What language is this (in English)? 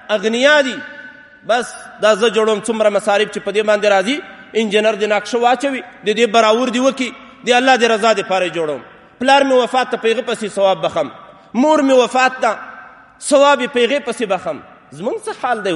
Pashto